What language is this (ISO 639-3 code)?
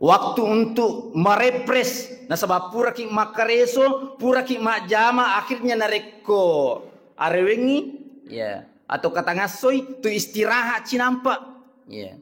bug